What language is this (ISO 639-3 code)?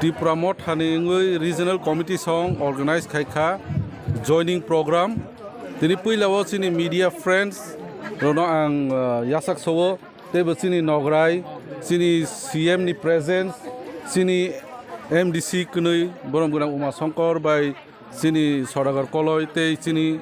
trp